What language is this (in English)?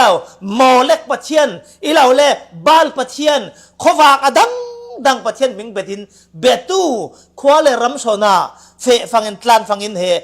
Falam Chin